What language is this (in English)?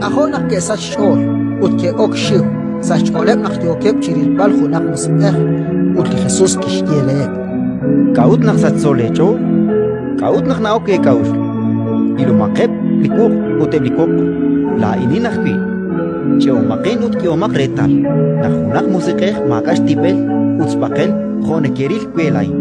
Kekchí